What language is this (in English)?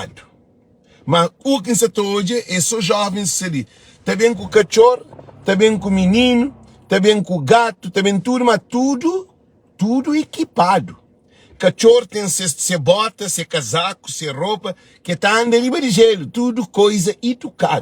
Kabuverdianu